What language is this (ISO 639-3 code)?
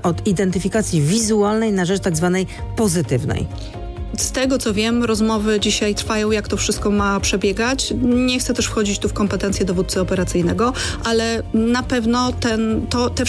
pol